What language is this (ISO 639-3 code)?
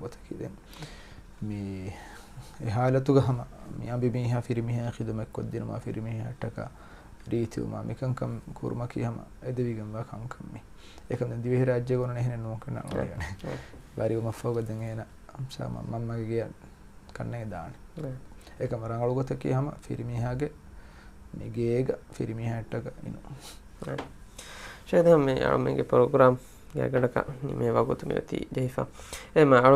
div